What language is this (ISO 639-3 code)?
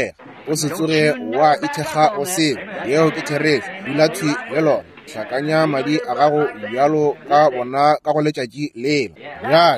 nso